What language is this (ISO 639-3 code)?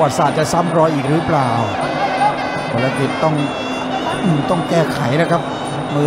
tha